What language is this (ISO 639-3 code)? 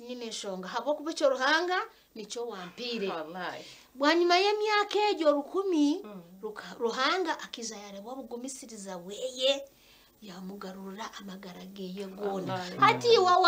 nyn